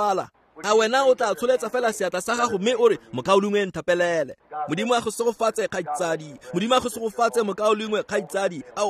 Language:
Tswana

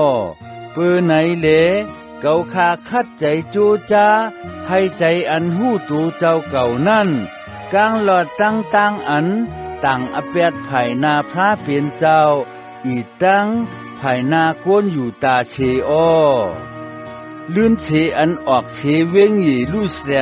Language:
Shan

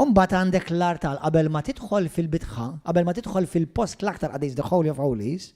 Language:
Maltese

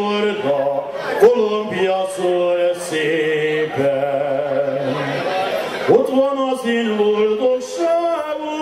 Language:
Hungarian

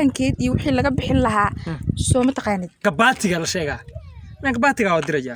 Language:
Somali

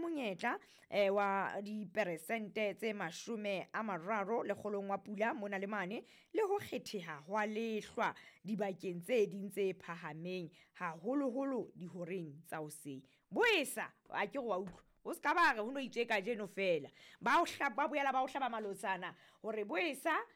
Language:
Southern Sotho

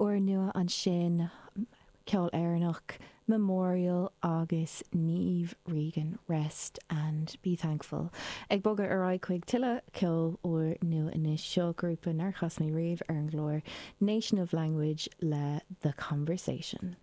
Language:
Irish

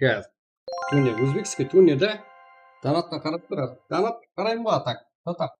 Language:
Kara-Kalpak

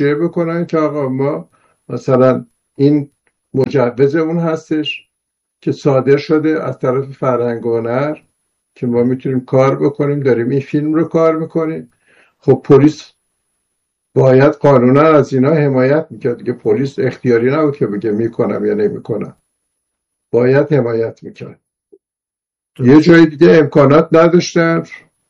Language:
Persian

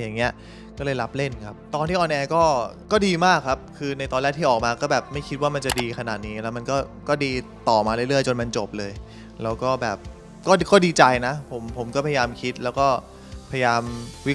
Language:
Thai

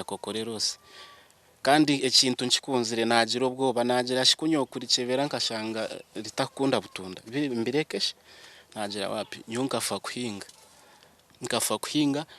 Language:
Nyankole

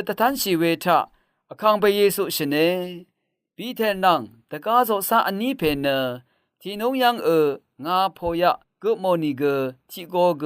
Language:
Rawang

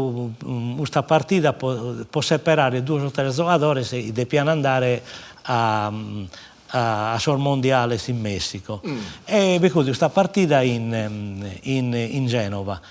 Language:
Sardinian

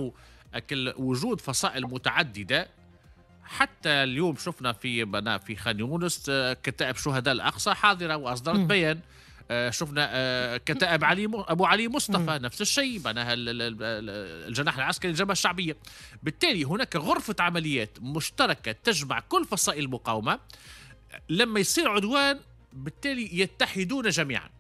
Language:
Tunisian Arabic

